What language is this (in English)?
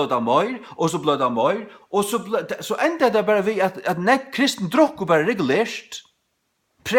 Faroese